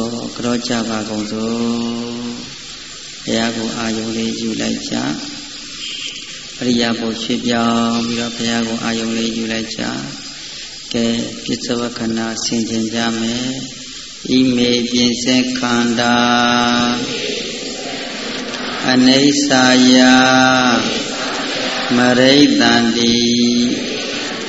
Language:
Burmese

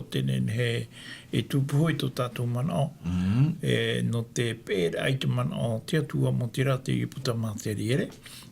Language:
Tahitian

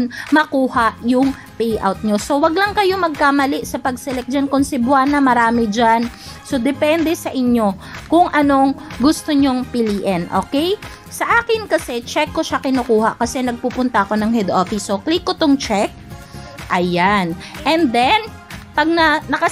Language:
Filipino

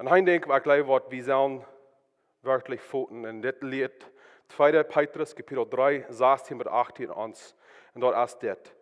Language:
Plautdietsch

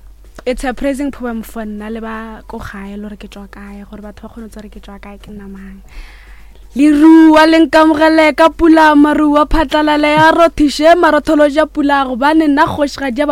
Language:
Northern Sotho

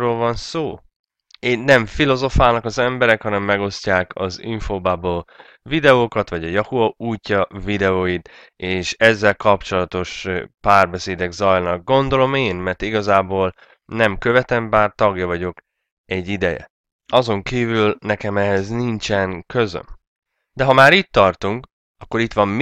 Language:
Hungarian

